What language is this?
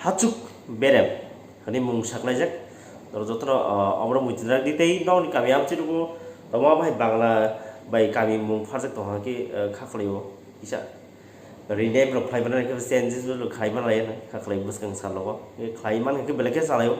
Kok Borok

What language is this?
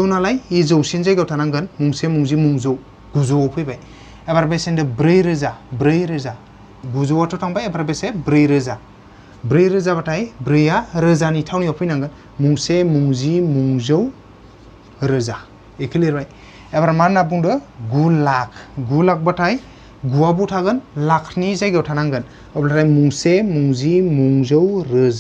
Bodo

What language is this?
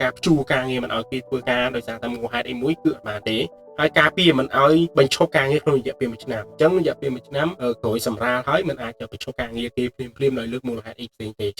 Khmer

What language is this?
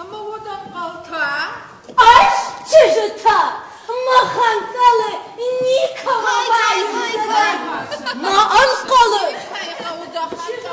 Ossetic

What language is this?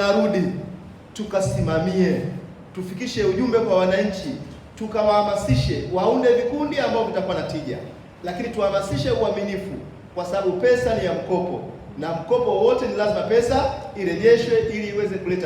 Swahili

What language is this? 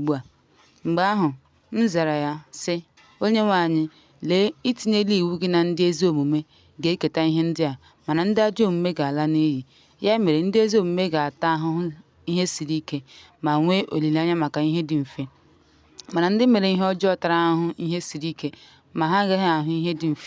Igbo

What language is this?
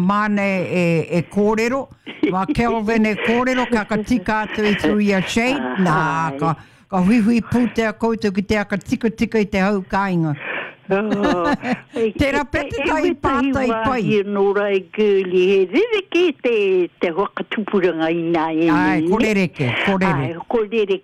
Māori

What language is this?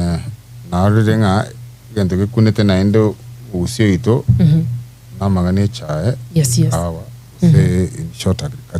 Gusii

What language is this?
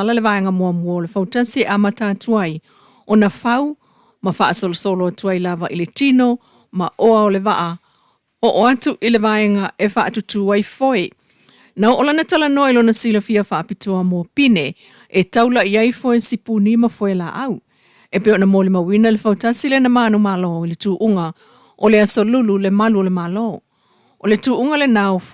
Samoan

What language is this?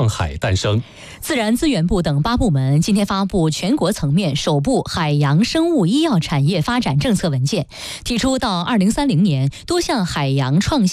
Chinese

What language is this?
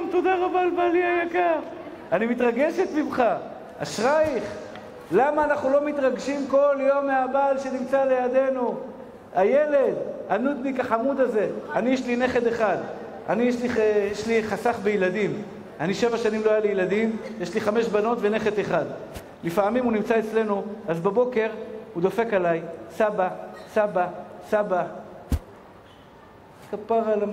Hebrew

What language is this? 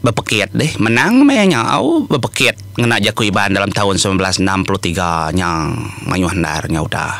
Iban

